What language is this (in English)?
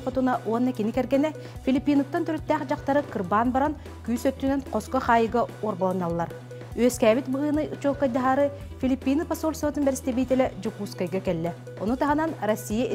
Yakut